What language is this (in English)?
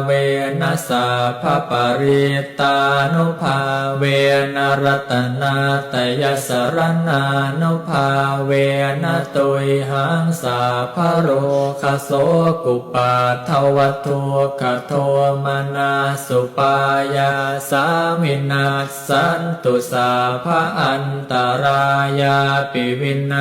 Pali